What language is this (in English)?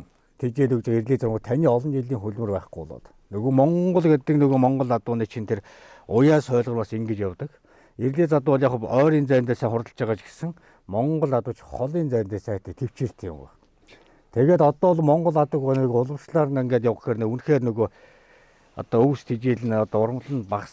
Mongolian